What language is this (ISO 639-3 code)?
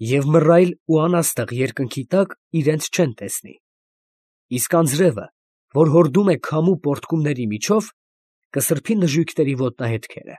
hye